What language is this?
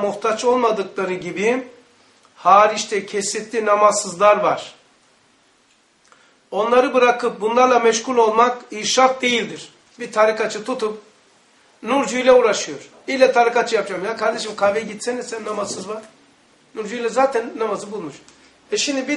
Turkish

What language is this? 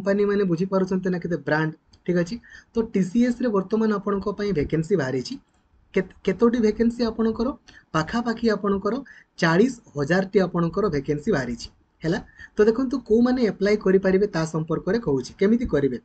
Odia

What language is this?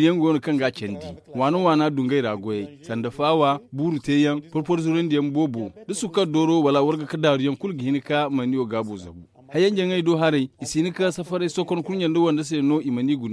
Zarma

